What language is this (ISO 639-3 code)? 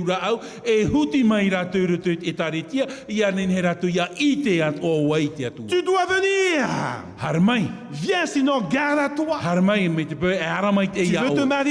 tah